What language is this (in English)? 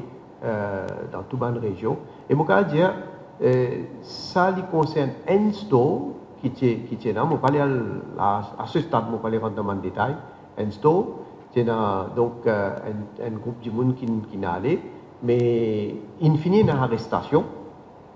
Morisyen